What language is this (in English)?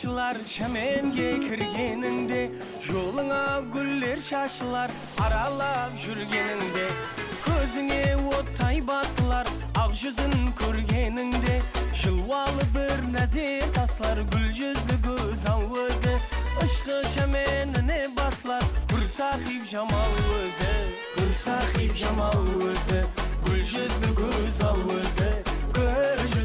Kara-Kalpak